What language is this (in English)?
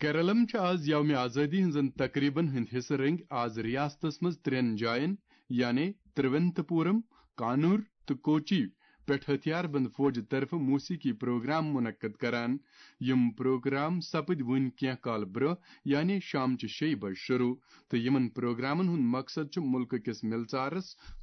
Kashmiri